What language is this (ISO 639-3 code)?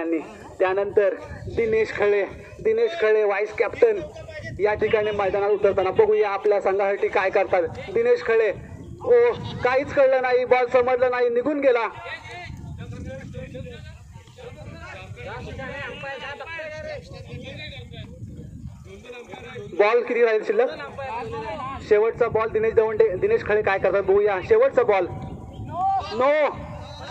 mar